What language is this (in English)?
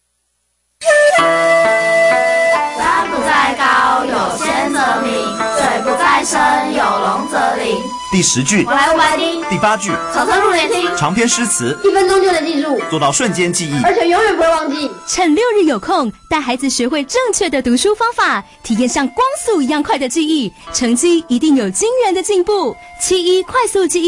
Chinese